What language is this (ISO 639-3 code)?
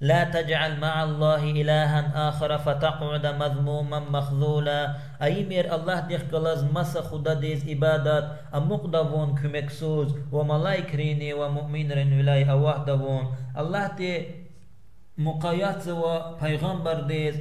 lez